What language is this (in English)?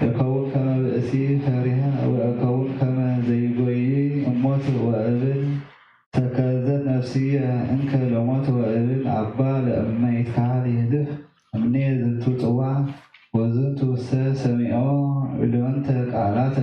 Geez